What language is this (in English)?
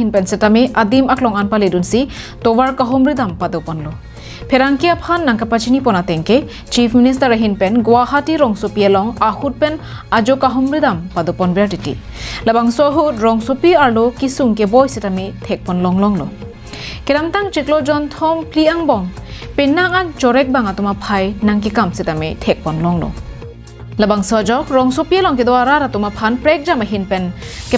Karbi